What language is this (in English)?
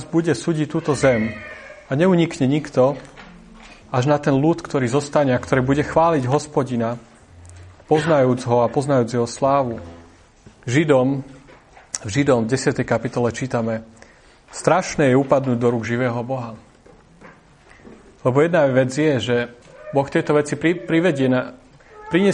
Slovak